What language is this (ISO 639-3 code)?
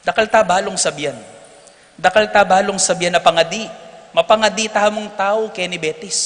pam